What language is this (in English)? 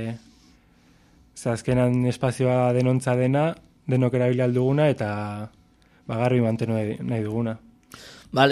Basque